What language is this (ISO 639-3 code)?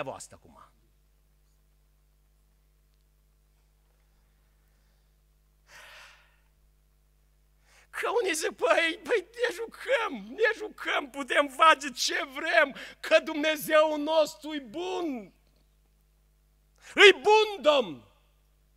ron